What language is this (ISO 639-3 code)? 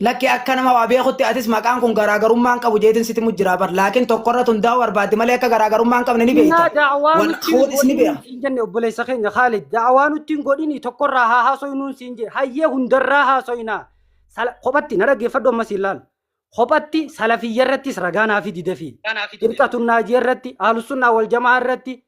orm